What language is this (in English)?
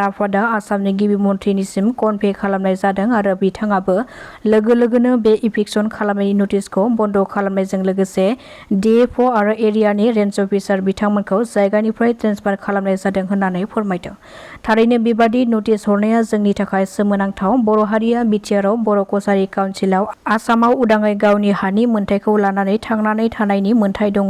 Bodo